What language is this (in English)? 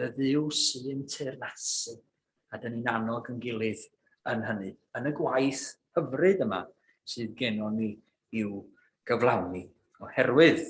Welsh